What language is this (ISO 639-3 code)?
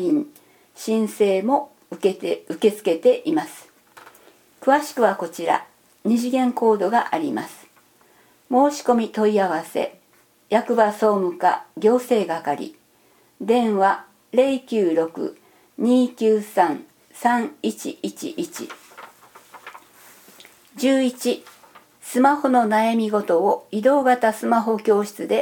jpn